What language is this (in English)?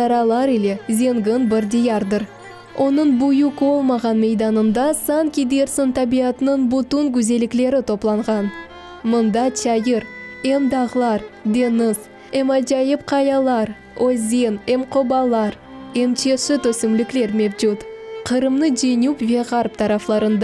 Crimean Tatar